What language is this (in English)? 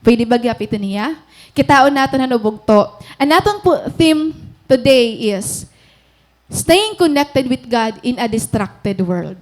Waray